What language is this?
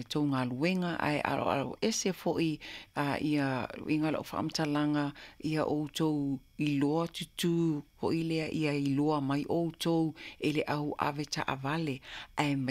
Samoan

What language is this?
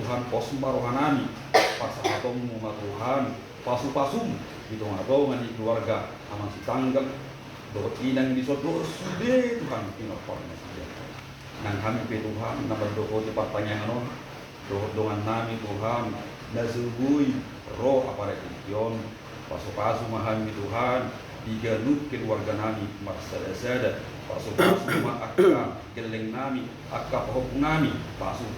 Batak Toba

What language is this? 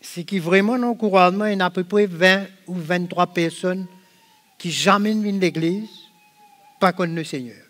Morisyen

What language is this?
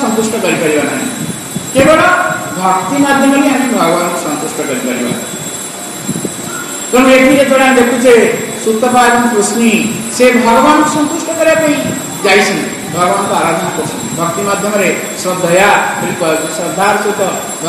Odia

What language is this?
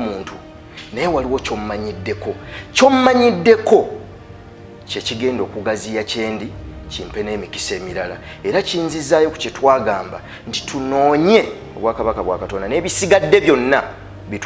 Ganda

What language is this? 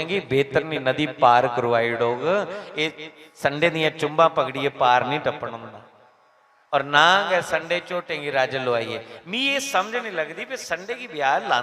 Dogri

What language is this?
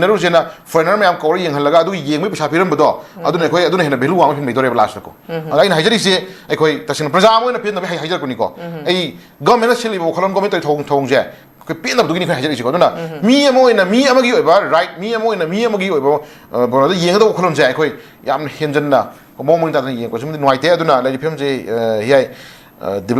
Manipuri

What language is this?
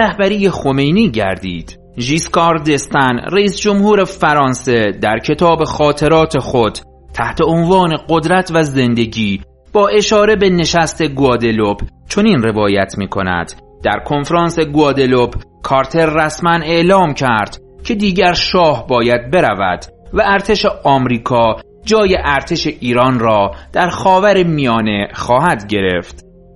Persian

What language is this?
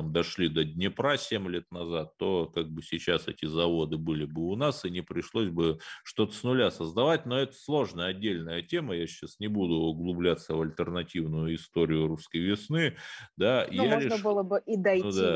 Russian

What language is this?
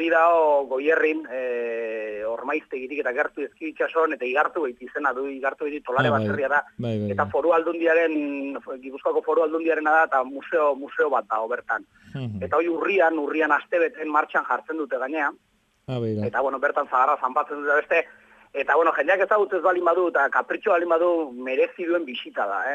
Basque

